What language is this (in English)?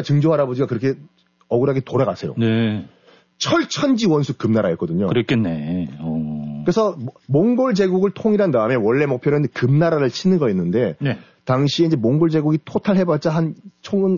Korean